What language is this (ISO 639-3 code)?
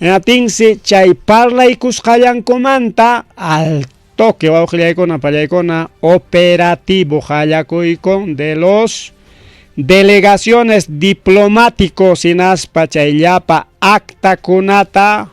quy